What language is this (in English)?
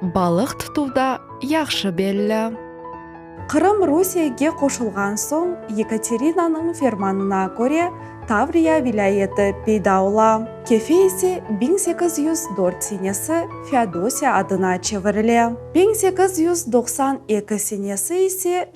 Crimean Tatar